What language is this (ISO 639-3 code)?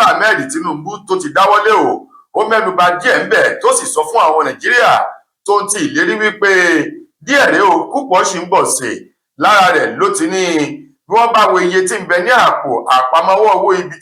yor